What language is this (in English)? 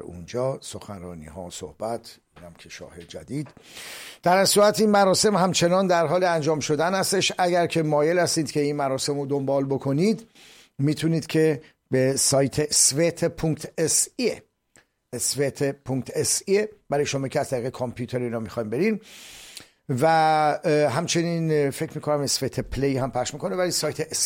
Persian